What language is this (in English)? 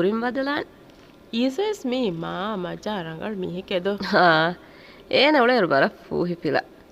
Divehi